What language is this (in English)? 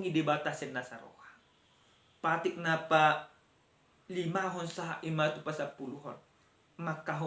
Batak Toba